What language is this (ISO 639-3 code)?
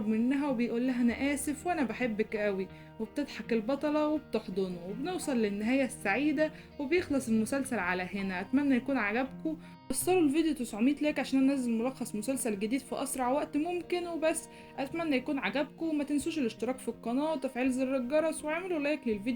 arz